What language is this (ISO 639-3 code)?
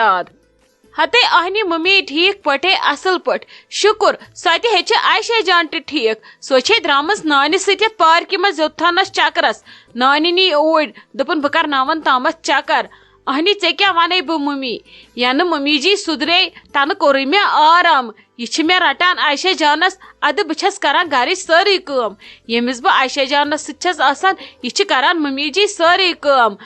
kas